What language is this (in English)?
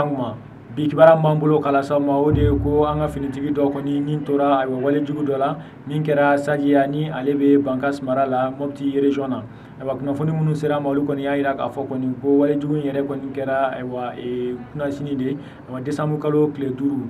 Bambara